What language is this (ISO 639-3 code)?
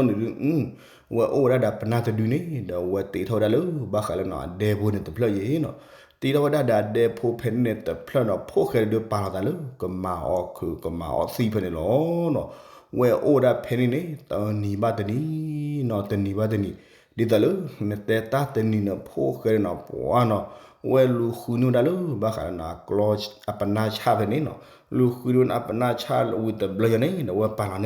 ksw